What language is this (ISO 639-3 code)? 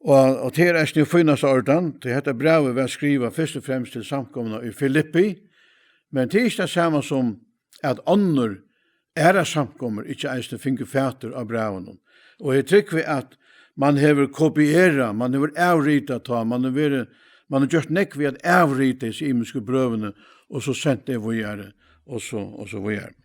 fao